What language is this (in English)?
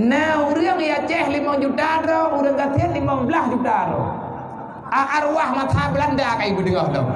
Achinese